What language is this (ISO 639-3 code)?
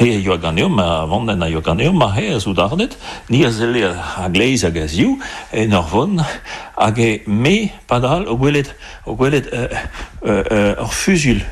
bre